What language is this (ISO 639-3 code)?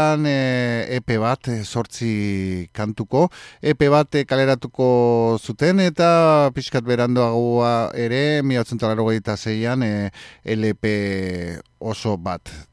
eus